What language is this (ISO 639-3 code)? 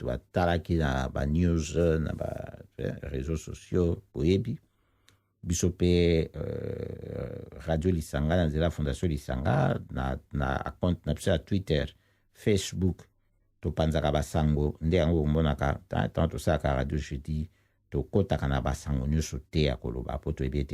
lin